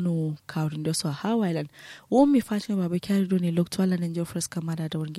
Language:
Kanuri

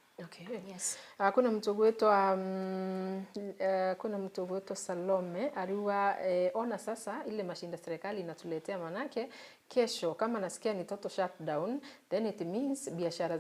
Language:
Meru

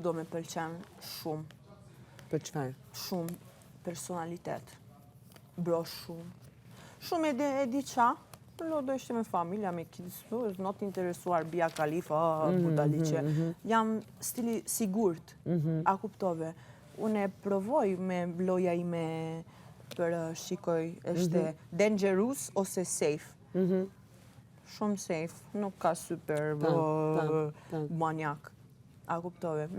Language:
Albanian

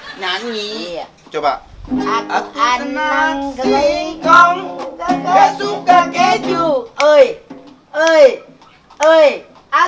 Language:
Betawi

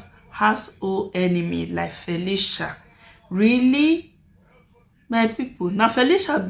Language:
Nigerian Pidgin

